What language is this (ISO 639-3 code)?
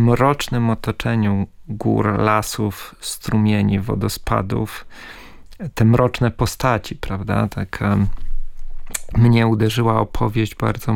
pol